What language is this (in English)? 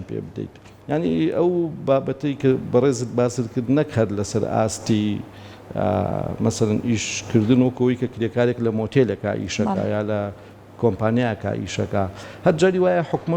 Central Kurdish